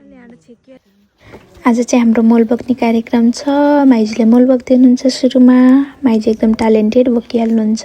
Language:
Nepali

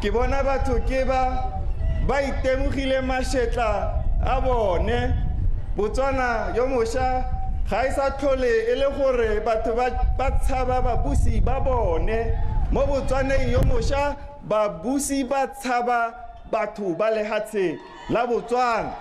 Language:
Tswana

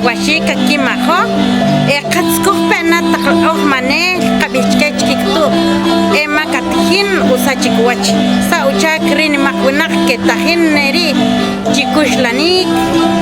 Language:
Achi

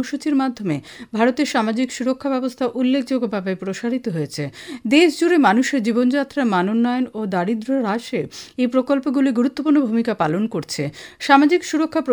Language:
Bangla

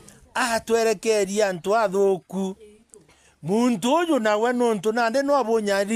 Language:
Meru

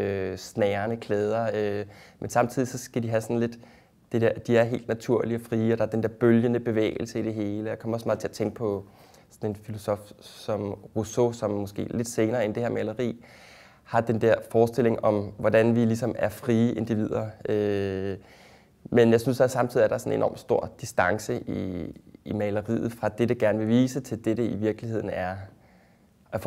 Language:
Danish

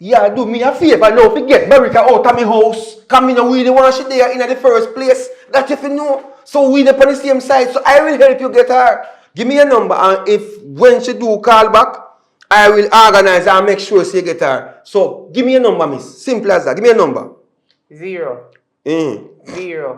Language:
Jamaican Creole English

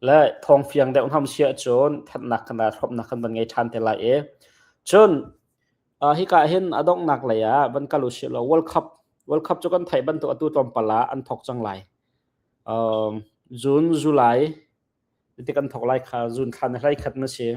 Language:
Hakha Chin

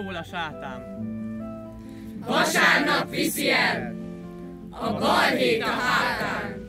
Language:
Hungarian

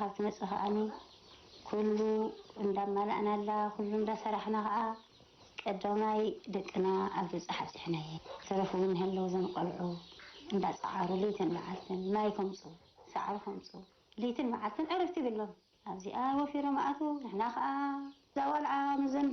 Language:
Tigrinya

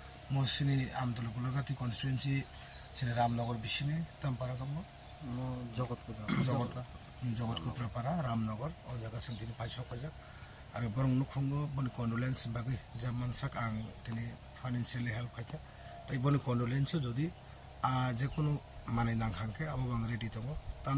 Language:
Kok Borok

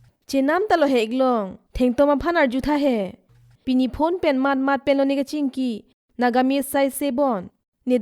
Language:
Karbi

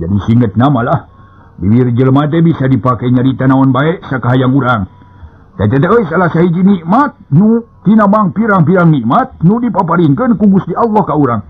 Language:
Sundanese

